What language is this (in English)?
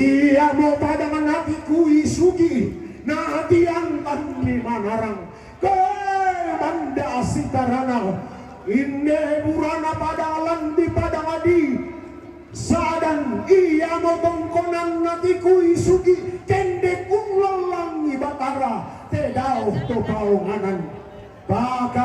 Toraja-Sa'dan